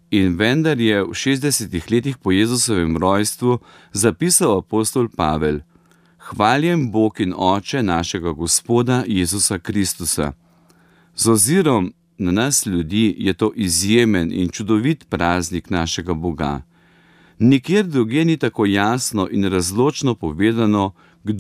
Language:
Slovenian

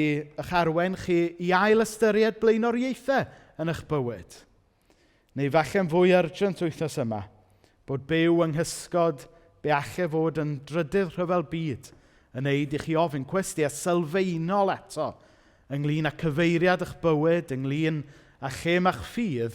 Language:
Welsh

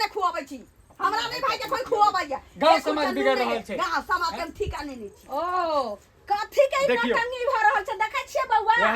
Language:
Maithili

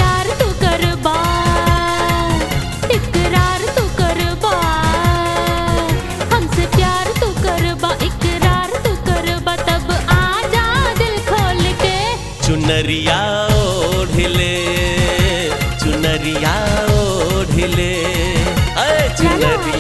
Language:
Bhojpuri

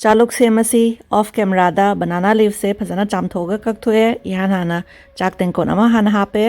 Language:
Manipuri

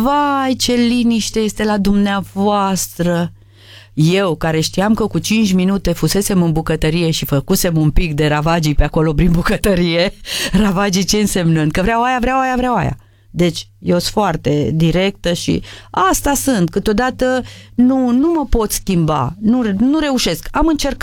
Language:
Romanian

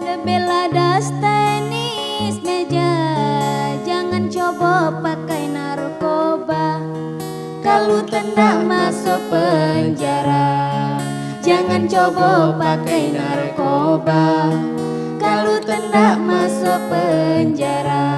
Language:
Musi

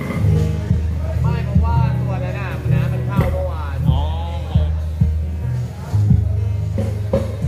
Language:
Thai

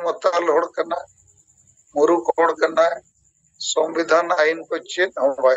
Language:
Santali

